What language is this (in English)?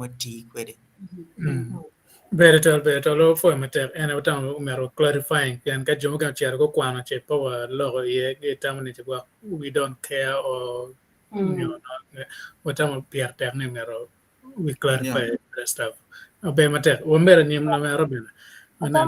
Acoli